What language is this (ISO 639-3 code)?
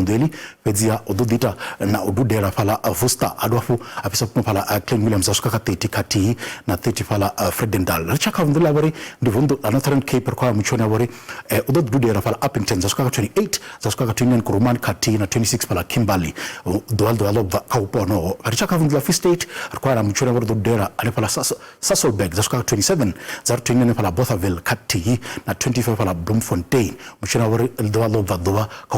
ven